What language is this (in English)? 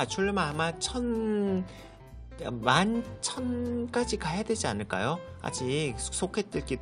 Korean